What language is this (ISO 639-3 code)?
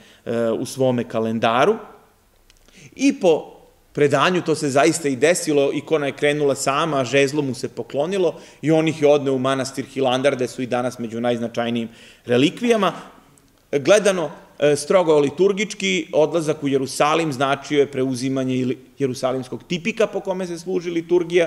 srp